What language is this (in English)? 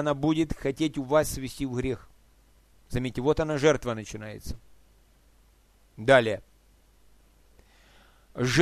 Russian